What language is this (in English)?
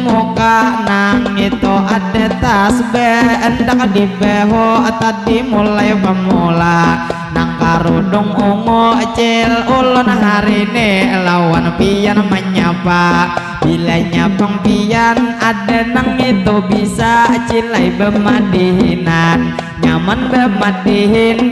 Banjar